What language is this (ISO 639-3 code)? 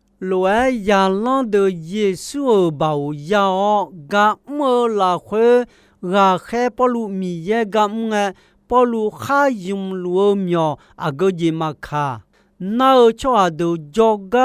ahk